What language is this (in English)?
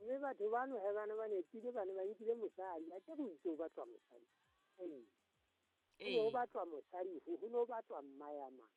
Southern Sotho